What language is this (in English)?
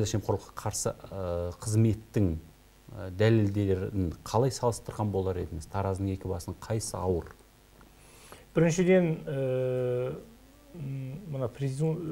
Kazakh